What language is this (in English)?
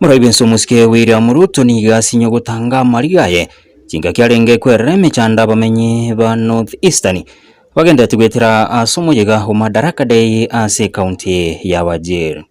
Gusii